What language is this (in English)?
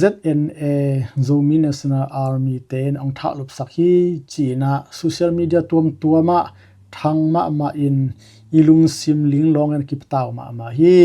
Tedim Chin